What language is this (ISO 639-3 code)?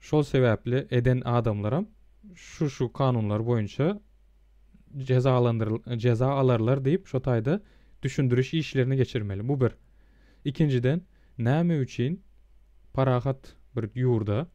tuk